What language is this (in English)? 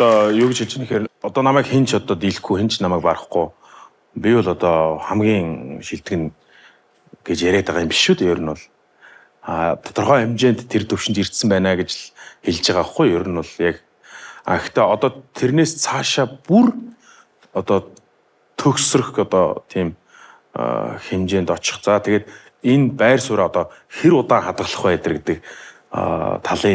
Mongolian